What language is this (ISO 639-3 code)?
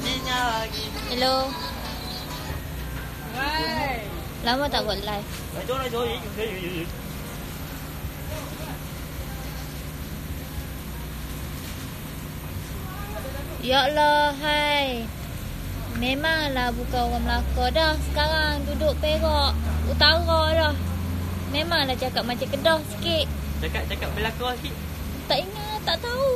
msa